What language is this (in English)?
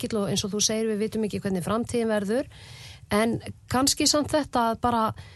Icelandic